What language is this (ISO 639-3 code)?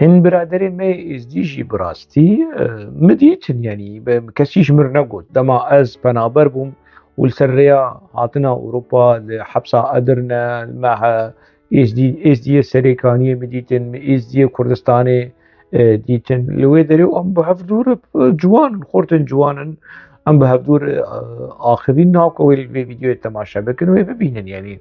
kur